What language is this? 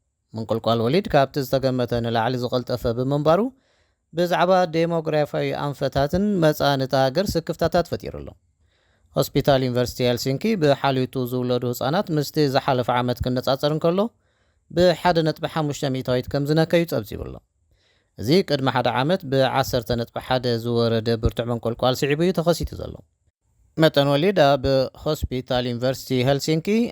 Tigrinya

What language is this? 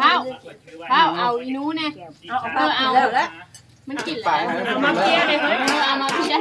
Northeastern Thai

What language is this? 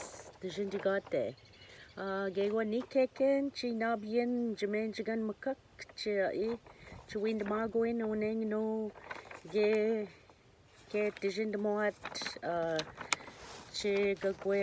Ojibwa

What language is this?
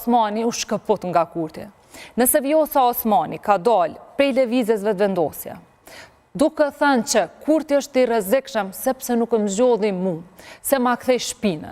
Albanian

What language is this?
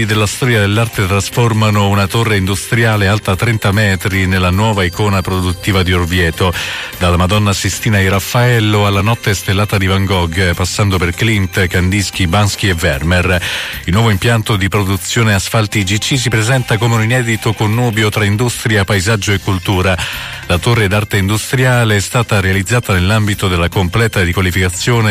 Italian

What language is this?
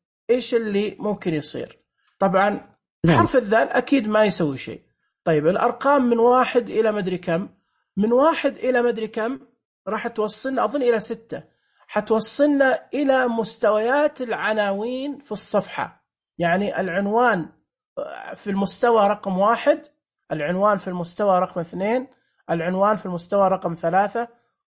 Najdi Arabic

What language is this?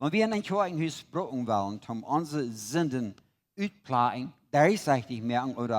Plautdietsch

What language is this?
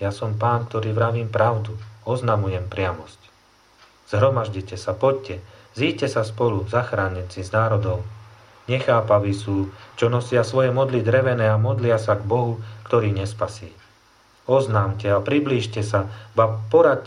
Slovak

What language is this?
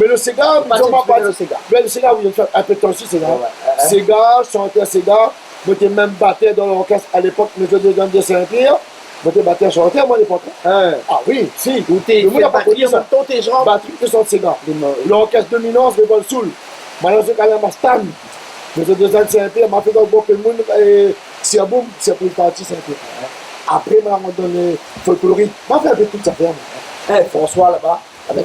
Réunion Creole French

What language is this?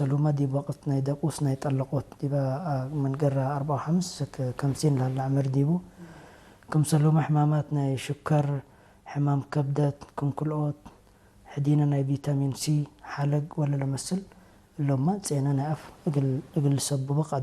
Tigre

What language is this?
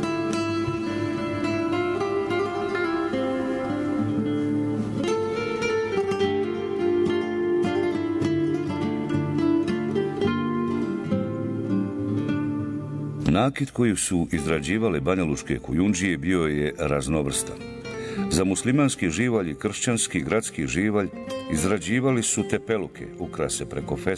Bosnian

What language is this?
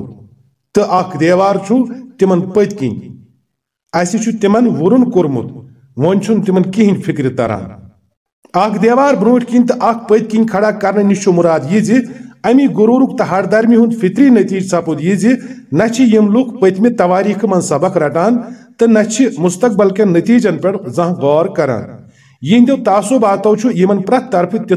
Kashmiri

